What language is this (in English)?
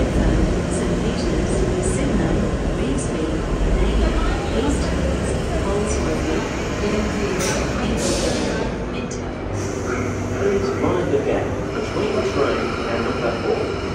English